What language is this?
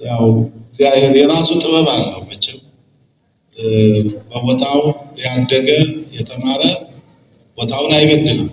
Amharic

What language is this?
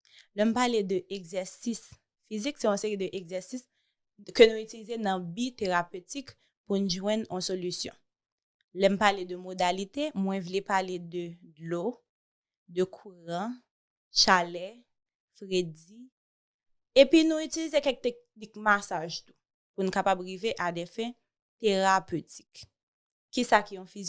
Haitian Creole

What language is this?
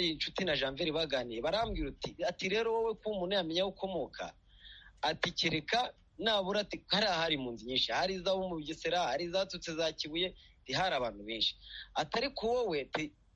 Kinyarwanda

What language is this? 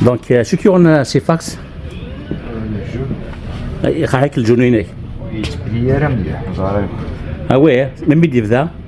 Kabyle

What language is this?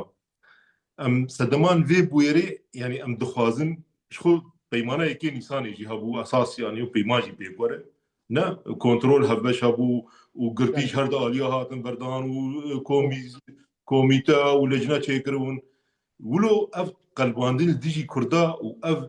Kurdish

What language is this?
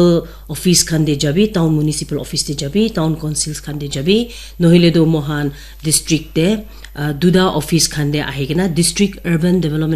Naga Pidgin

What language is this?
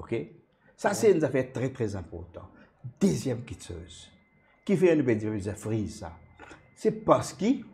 Morisyen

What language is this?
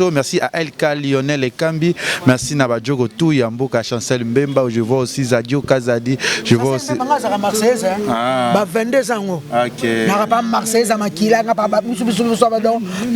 Lingala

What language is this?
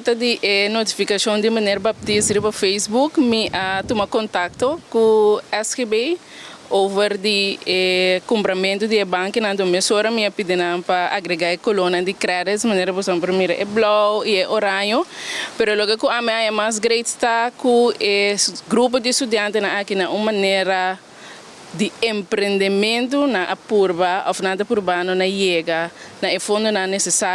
Papiamento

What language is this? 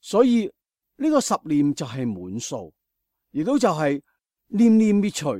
Cantonese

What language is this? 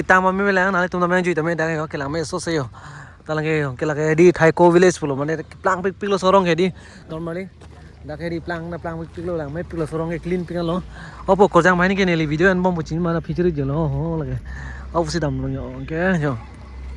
Karbi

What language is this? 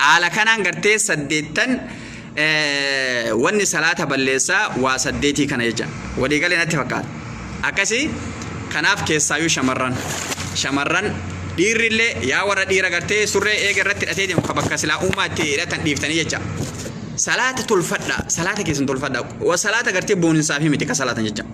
Oromo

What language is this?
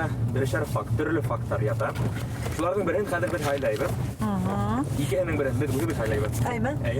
Bashkir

